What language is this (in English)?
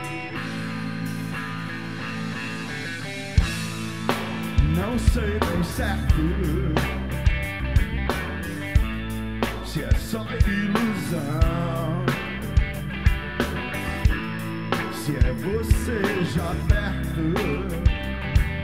Portuguese